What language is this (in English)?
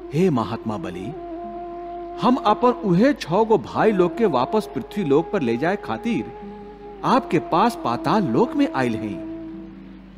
Bhojpuri